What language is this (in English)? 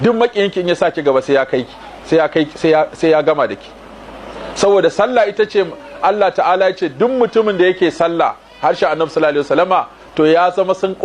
Hausa